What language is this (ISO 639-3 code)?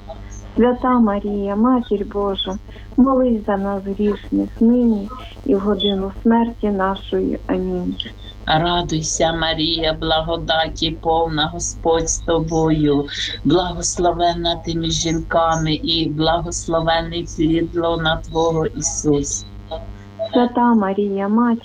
ukr